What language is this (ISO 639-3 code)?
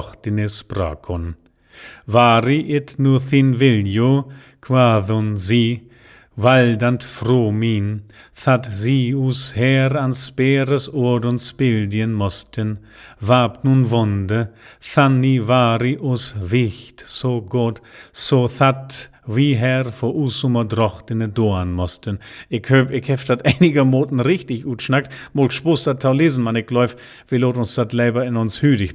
nds